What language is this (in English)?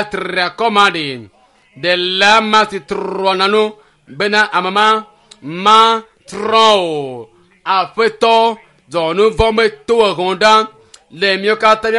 Ewe